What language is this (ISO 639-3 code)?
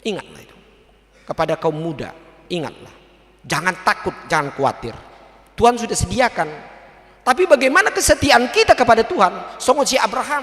bbc